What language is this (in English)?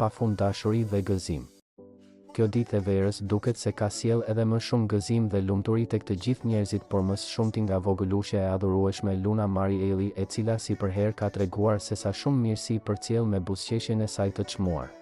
Albanian